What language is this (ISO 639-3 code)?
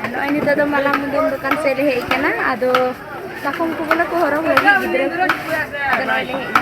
sat